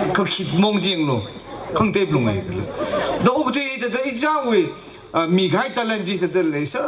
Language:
Tangkhul Naga (India)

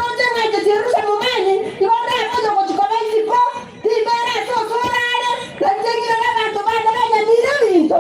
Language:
Gusii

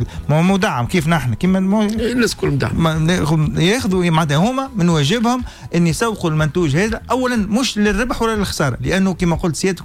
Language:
Tunisian Arabic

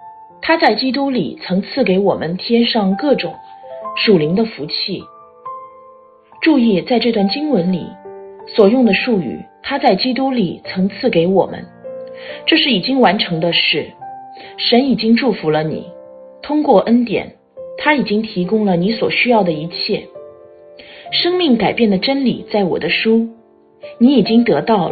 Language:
Chinese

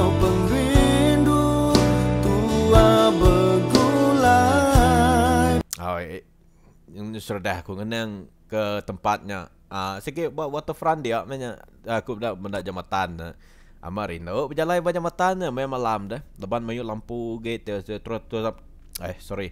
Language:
Iban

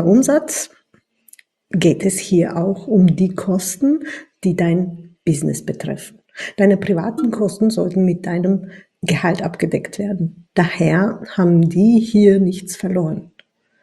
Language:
German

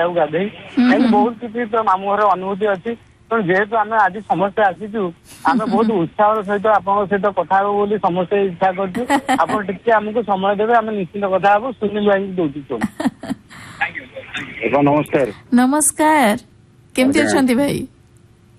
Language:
Odia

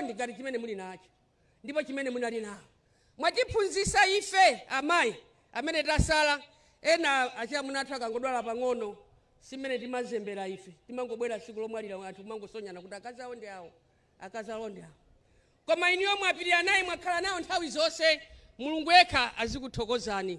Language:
Nyanja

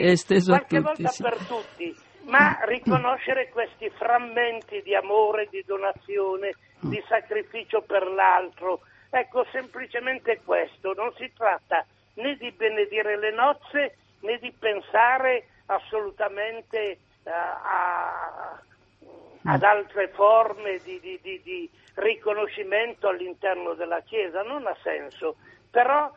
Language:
Italian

